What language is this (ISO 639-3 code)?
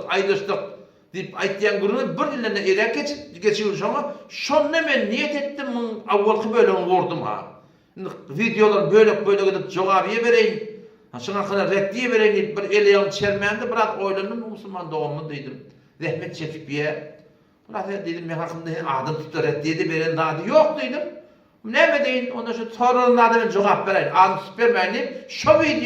tuk